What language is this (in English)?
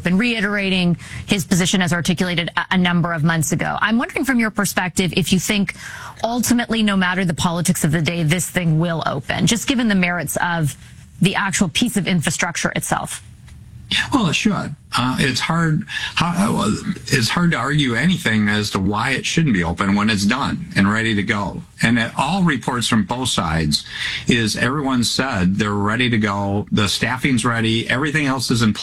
English